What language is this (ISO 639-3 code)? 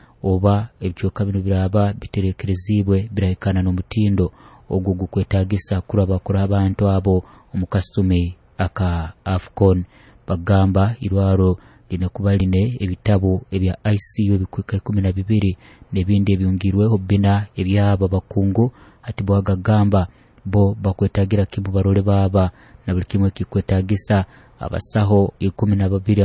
nyo